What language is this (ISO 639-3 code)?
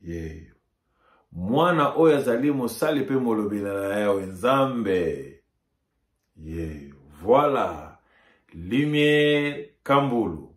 lin